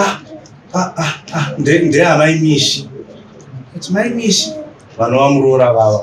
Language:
Shona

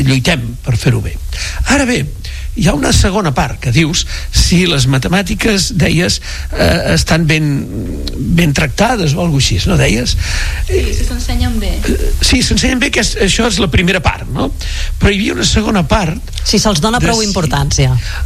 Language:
Catalan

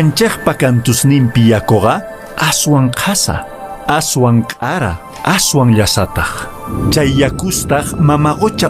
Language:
Quechua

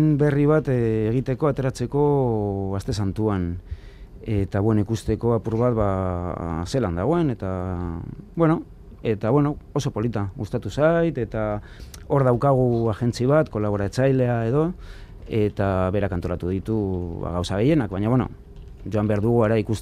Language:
Basque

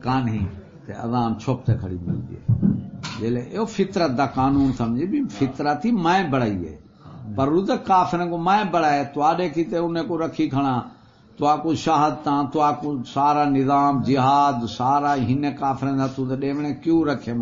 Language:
Saraiki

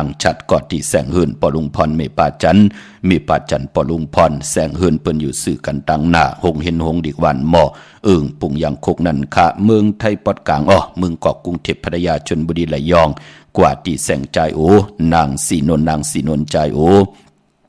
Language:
Shan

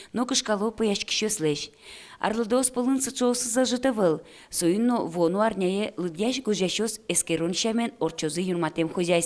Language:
Udmurt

